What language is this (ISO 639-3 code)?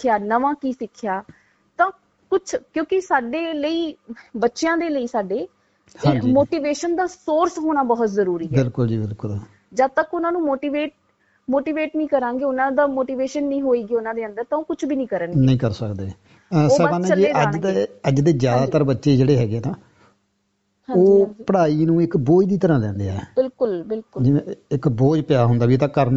pan